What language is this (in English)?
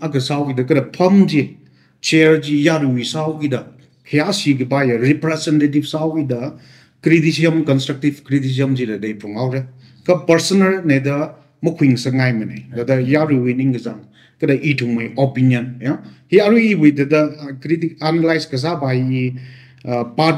Tangkhul Naga (India)